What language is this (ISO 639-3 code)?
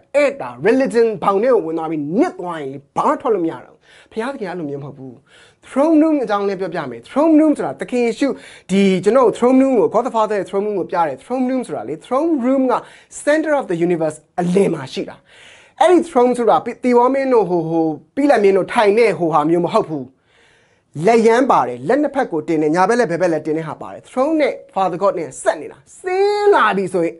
mya